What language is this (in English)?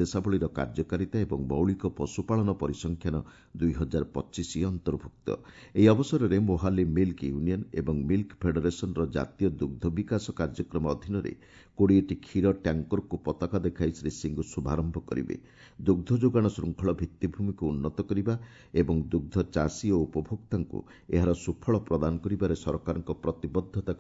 Odia